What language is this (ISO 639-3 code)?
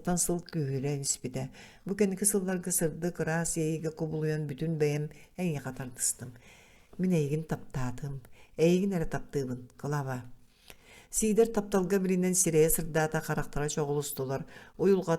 sah